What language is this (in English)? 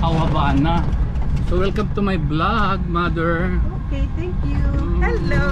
Waray